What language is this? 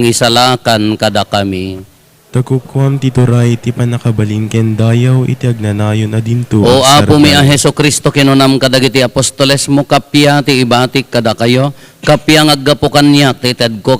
Iloko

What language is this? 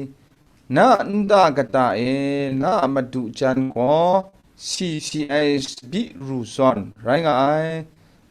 Kachin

